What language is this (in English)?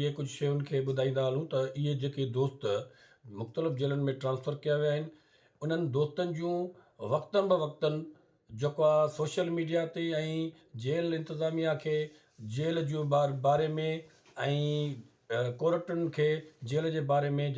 Sindhi